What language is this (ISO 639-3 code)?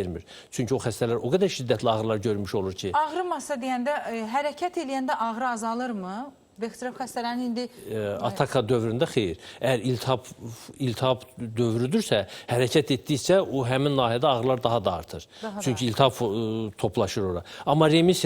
aze